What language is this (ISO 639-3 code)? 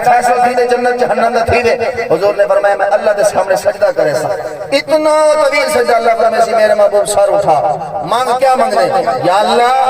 skr